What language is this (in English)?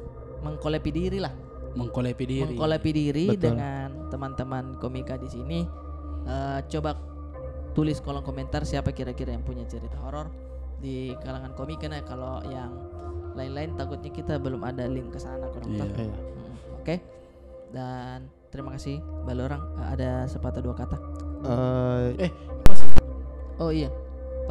Makassar Malay